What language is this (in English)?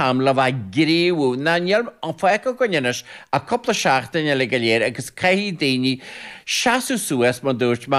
Irish